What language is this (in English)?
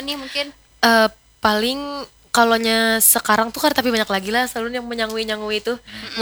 Banjar